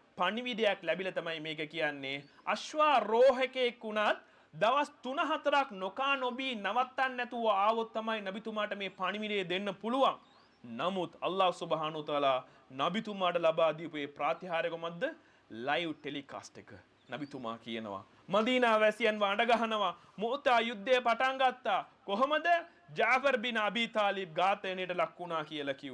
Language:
Sinhala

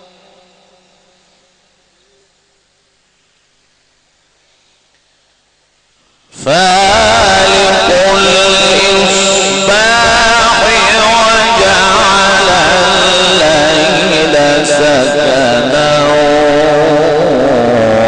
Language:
Arabic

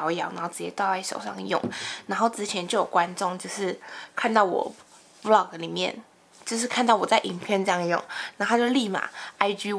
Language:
Chinese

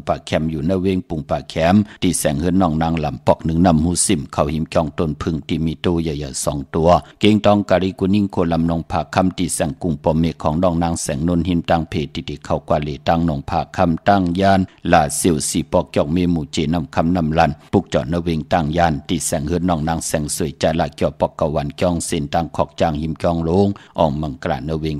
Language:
Shan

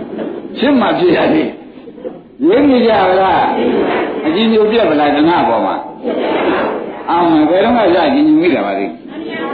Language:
Burmese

